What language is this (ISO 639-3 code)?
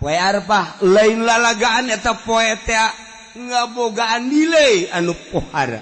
sun